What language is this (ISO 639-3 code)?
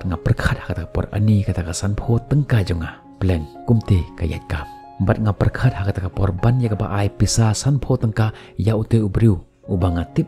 kha